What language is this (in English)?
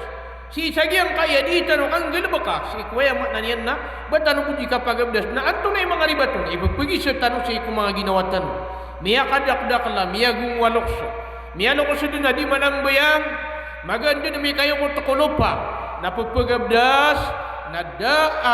Maranao